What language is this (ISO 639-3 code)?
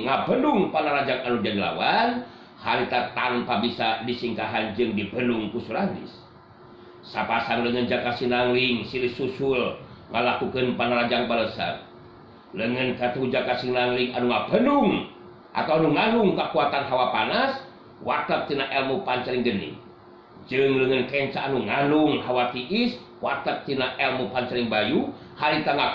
sun